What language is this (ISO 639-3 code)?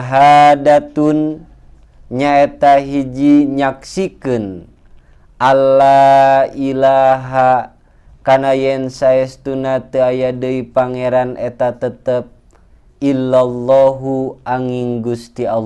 sun